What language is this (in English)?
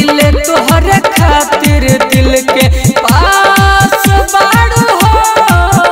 Bhojpuri